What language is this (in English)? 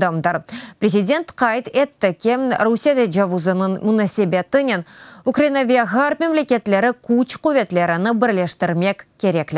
Crimean Tatar